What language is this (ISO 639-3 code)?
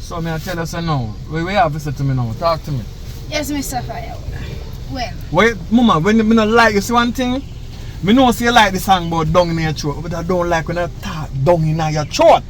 jam